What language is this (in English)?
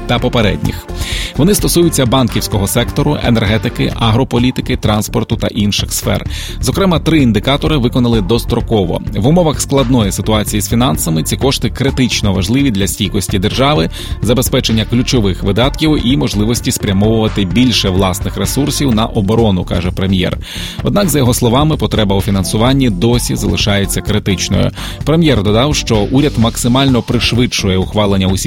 Ukrainian